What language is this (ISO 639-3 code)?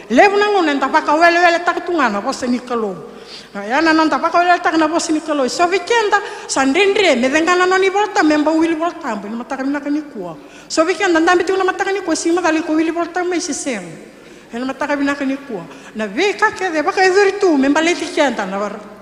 fij